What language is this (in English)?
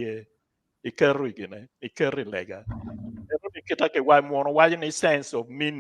Acoli